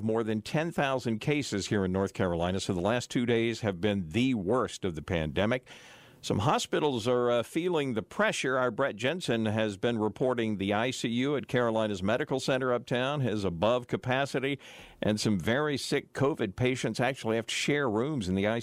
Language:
English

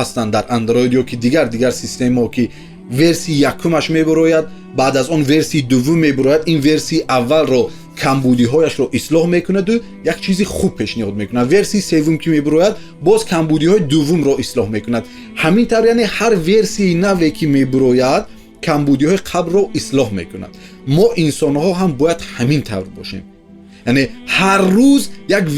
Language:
Tajik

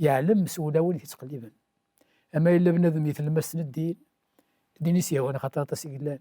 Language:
Kabyle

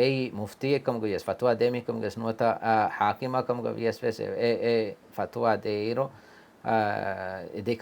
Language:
Divehi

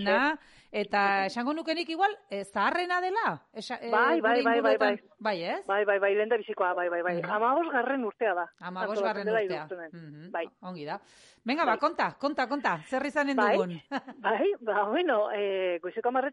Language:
Basque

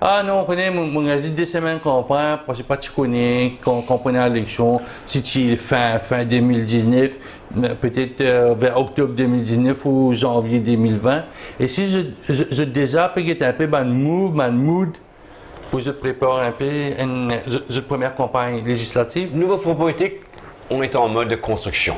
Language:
Morisyen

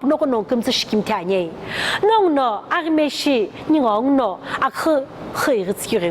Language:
Sumi Naga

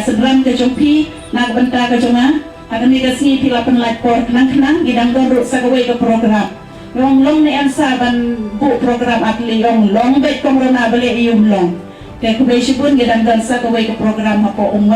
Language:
Khasi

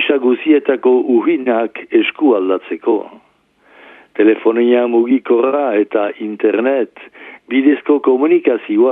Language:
Basque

